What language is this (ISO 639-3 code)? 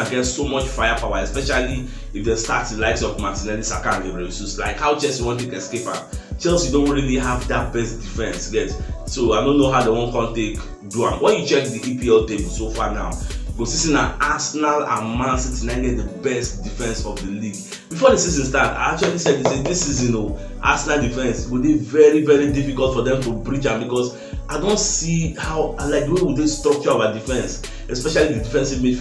pcm